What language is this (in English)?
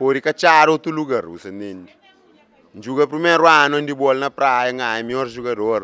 Kabuverdianu